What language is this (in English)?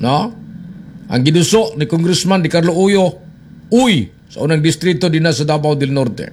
Cebuano